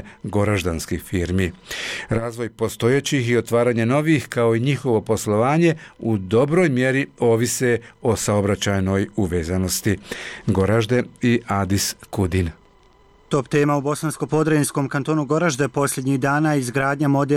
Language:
Bosnian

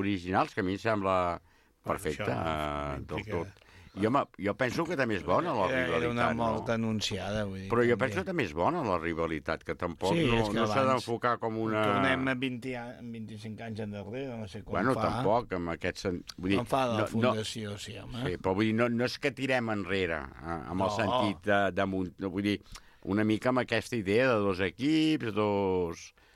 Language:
Catalan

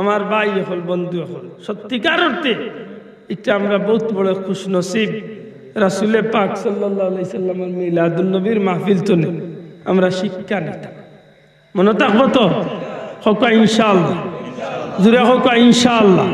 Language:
Sylheti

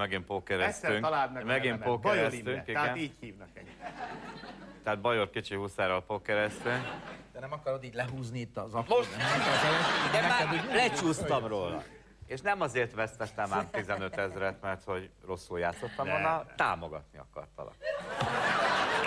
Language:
Hungarian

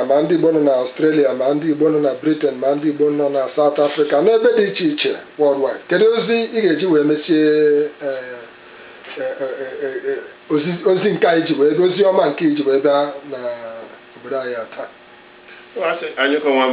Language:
Igbo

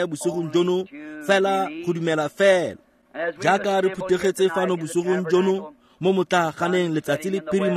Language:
Tswana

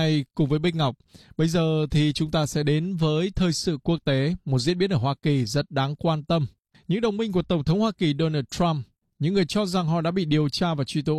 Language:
Vietnamese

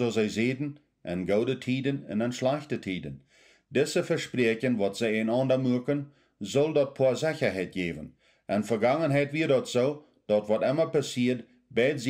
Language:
Plautdietsch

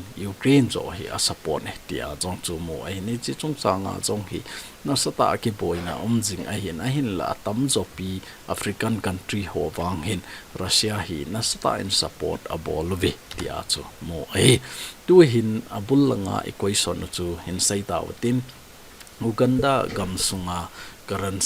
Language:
Thado Chin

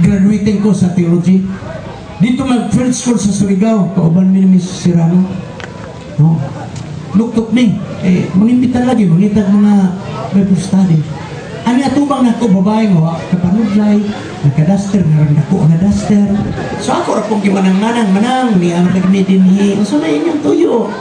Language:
Cebuano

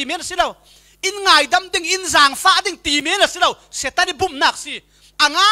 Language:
Falam Chin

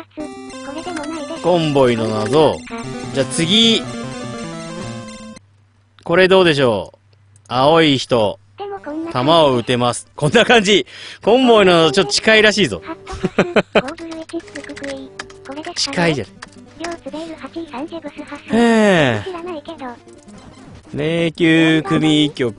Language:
Japanese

